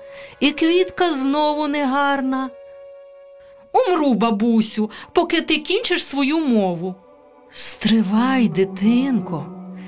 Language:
Ukrainian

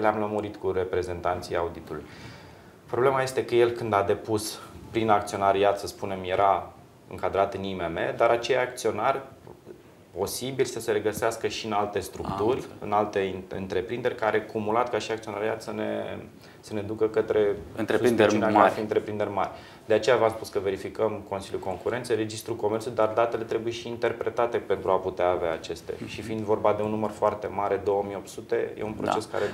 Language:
Romanian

